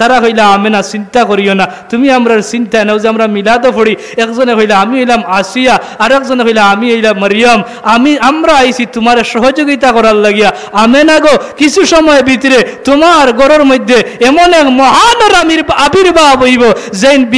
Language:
Sylheti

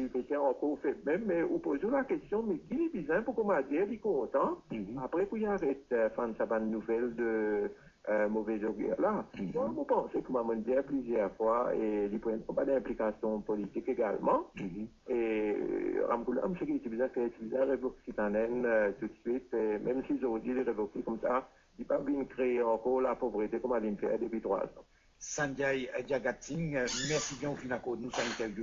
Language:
Morisyen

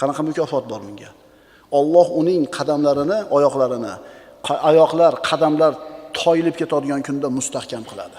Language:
Uzbek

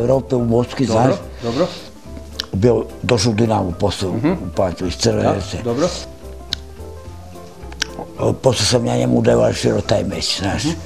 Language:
Serbian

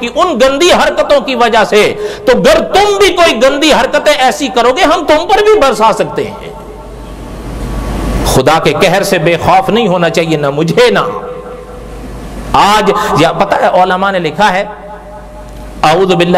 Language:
Urdu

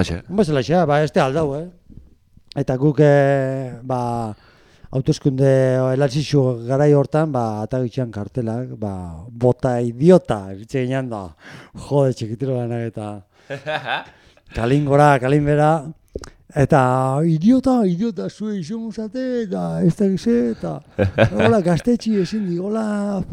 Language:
Basque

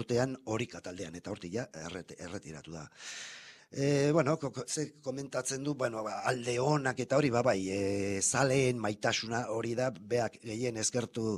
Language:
Basque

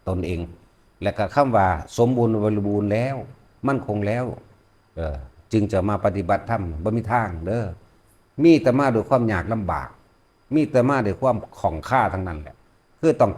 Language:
Northeastern Thai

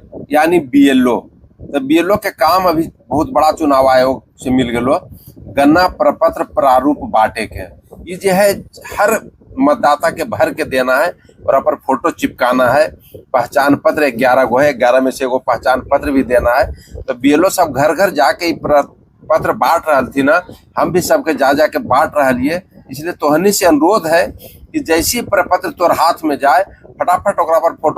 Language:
Magahi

